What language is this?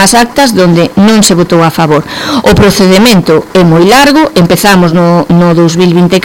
Galician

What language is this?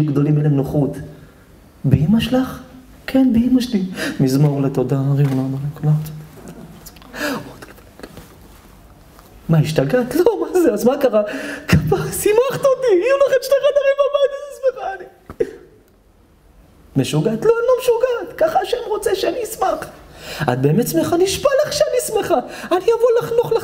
Hebrew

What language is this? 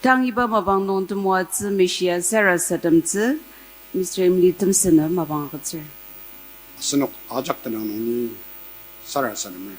Ao Naga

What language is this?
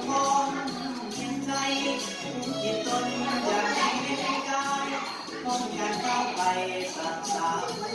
Lao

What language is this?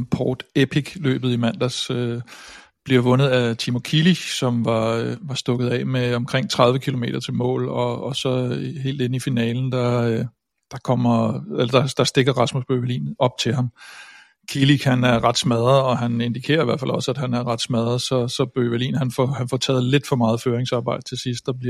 Danish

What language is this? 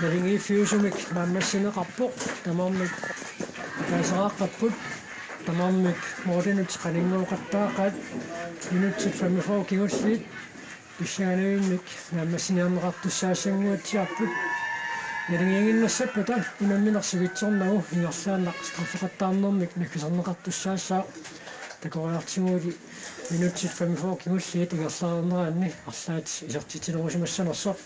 Kalaallisut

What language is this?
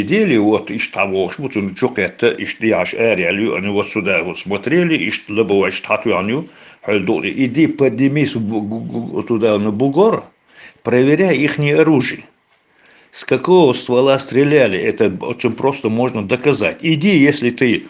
Chechen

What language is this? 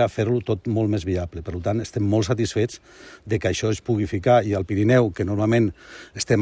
Catalan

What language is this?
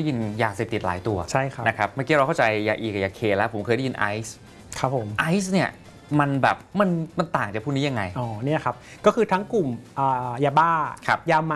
Thai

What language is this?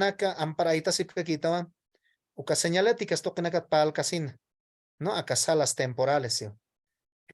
Aymara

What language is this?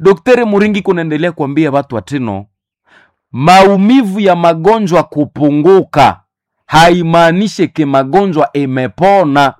Nande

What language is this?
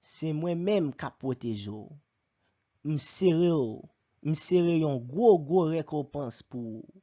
Haitian Creole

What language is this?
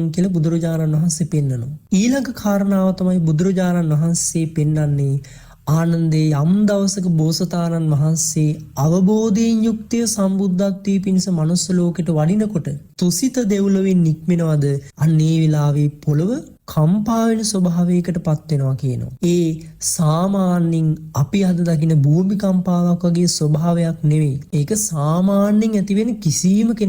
Sinhala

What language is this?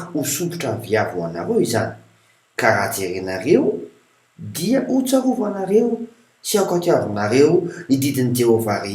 Malagasy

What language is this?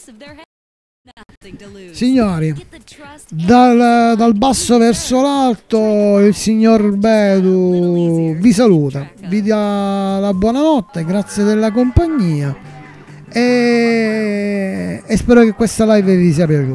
Italian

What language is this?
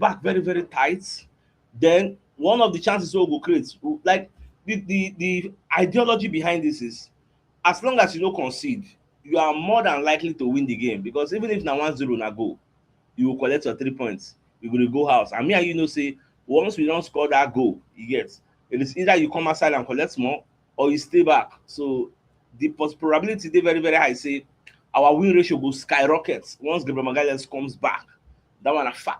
Nigerian Pidgin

